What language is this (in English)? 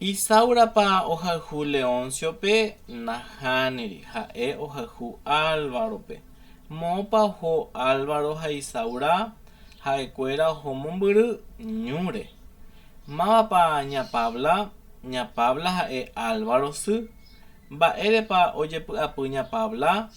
Guarani